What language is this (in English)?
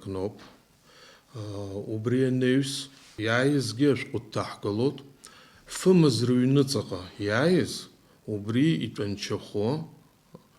Abkhazian